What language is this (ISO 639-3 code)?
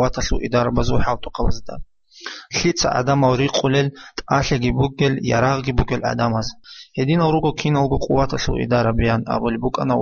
ava